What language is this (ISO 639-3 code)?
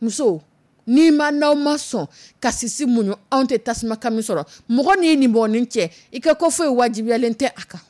dyu